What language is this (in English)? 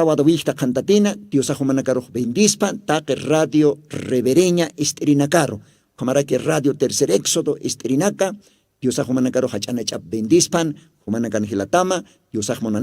Aymara